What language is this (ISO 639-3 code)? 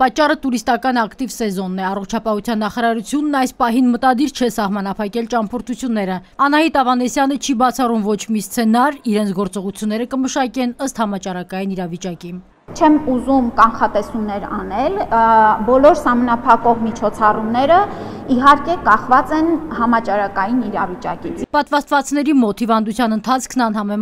hye